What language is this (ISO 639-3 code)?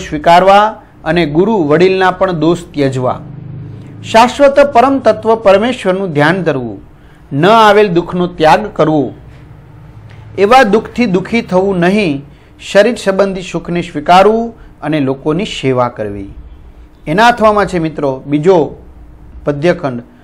guj